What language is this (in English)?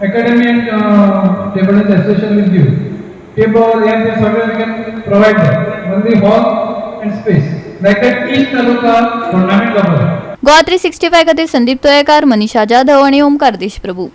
Konkani